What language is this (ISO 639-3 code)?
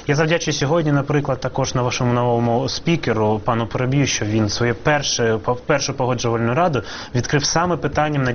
ukr